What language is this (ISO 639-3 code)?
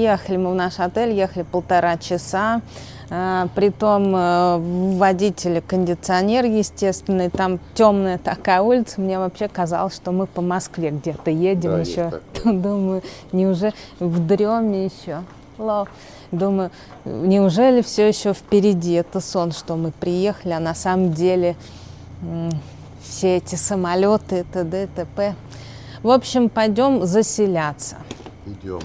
rus